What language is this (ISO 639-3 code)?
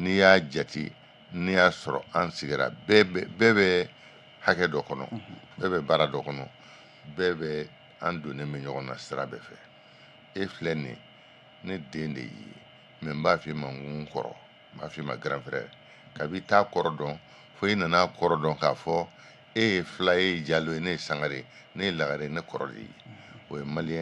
bam